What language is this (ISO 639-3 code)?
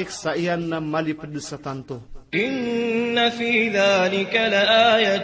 mrw